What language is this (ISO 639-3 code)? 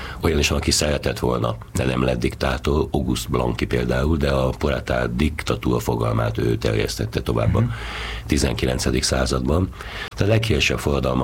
hun